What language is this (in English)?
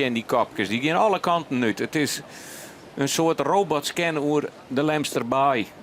Western Frisian